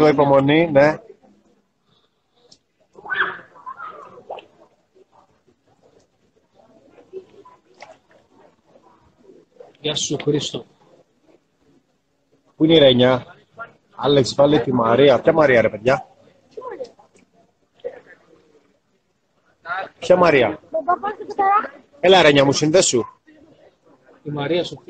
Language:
Greek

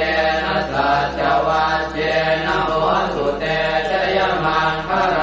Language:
Pali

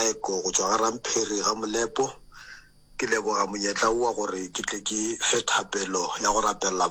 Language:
Northern Sotho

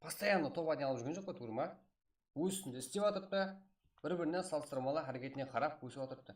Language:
Kara-Kalpak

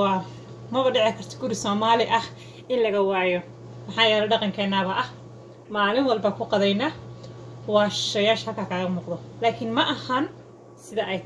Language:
Somali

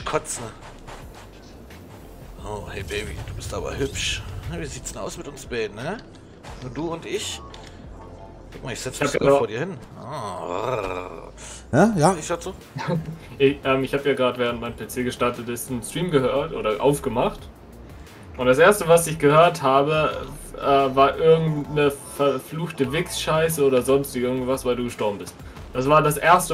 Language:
German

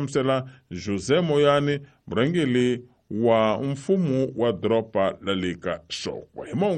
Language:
Tsonga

